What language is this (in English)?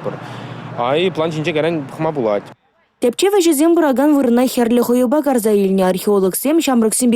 Chuvash